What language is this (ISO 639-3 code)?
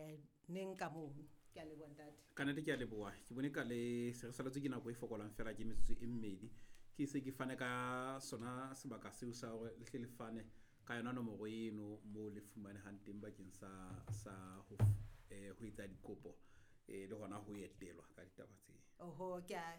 sot